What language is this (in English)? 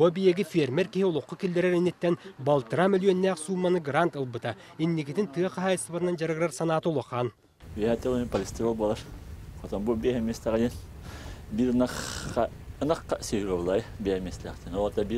Yakut